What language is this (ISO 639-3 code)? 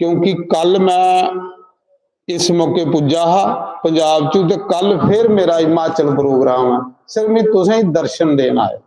doi